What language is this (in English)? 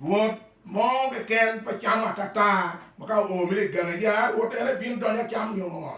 Acoli